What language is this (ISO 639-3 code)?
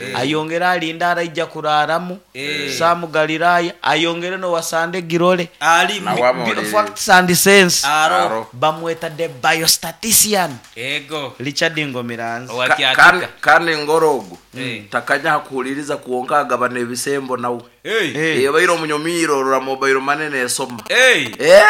nyo